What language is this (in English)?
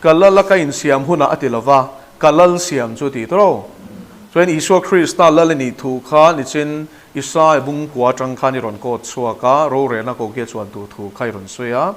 Mizo